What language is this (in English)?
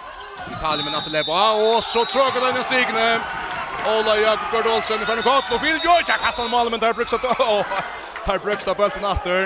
Faroese